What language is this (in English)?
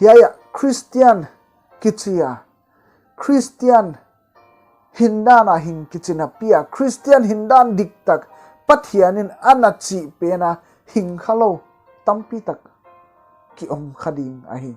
Paite Chin